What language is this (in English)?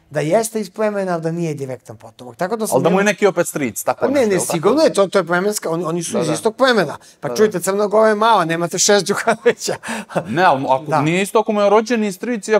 Serbian